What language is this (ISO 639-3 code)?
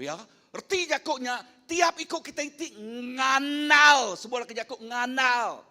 iba